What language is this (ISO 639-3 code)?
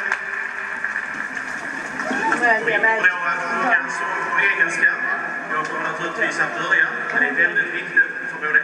swe